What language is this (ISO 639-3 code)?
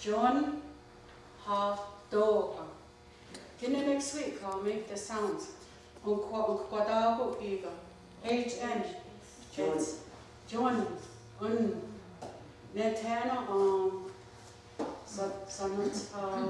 moh